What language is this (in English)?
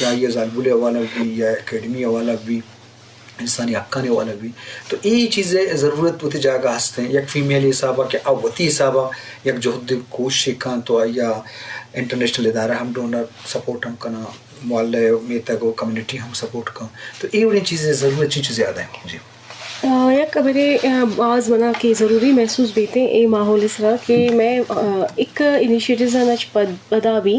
Eastern Balochi